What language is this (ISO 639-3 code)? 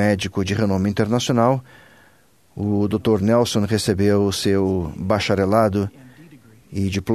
por